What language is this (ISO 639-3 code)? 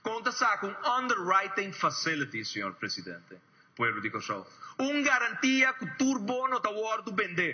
pap